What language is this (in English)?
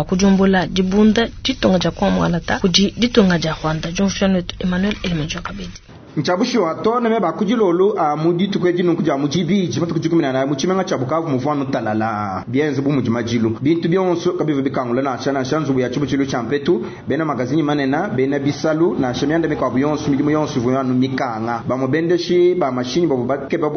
Luba-Lulua